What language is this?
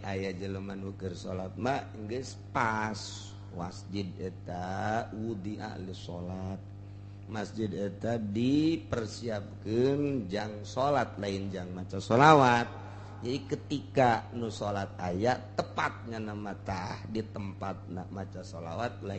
Sundanese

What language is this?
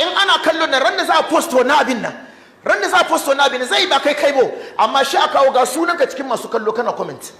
Hausa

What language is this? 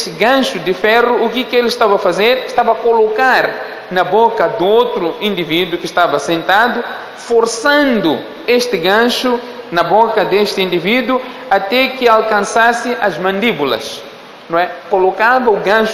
Portuguese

